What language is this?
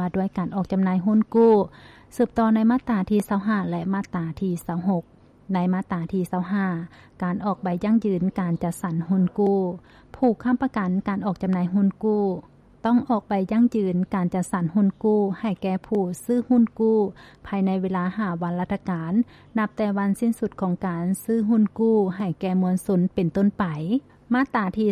Lao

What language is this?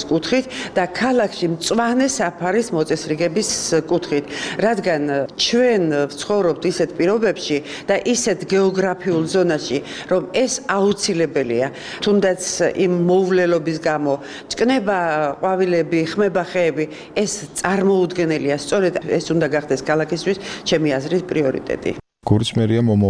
Georgian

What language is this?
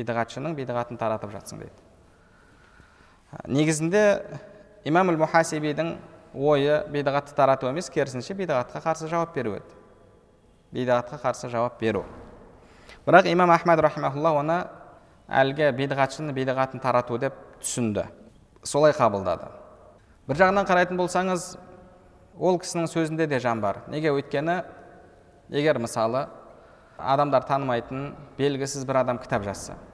Kazakh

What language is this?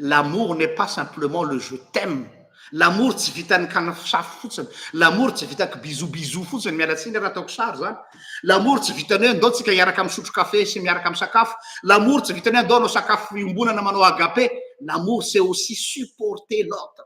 Malagasy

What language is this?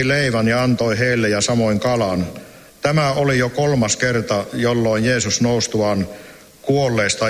Finnish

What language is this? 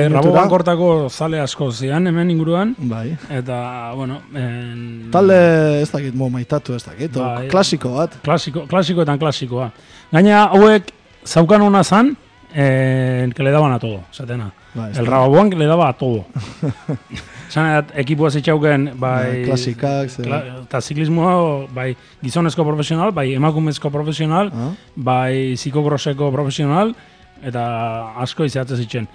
Basque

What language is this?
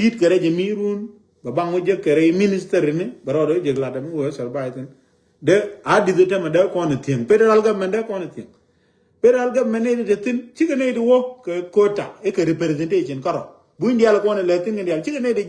Nuer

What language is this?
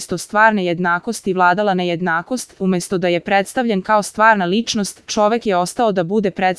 Serbian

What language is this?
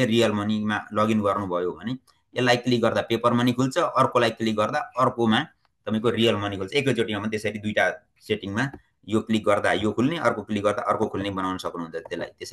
Nepali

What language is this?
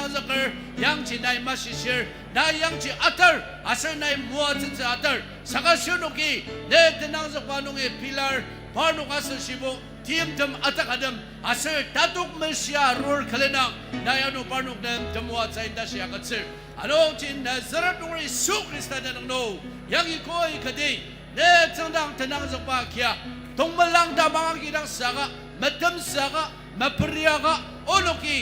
Ao Naga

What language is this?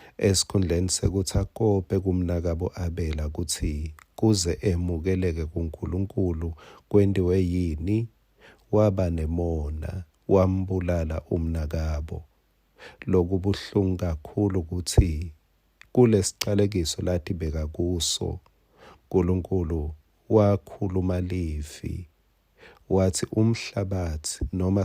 Swati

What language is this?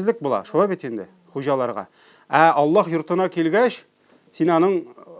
Tatar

